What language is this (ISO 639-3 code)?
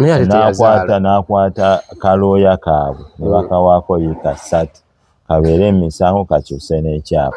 lug